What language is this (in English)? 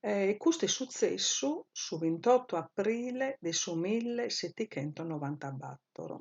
Sardinian